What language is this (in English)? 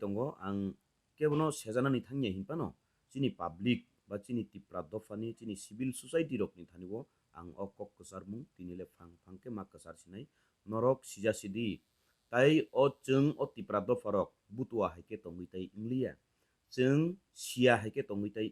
Kok Borok